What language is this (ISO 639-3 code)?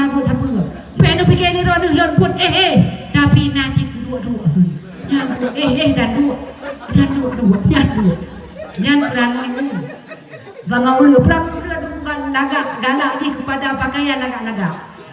ace